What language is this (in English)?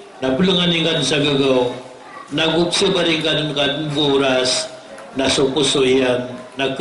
Maranao